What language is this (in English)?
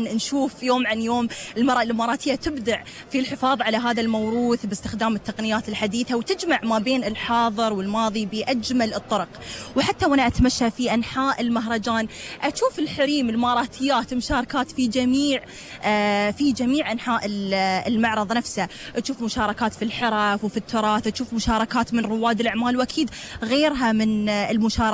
Gulf Arabic